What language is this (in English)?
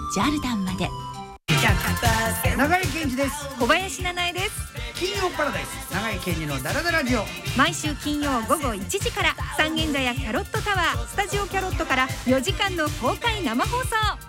Japanese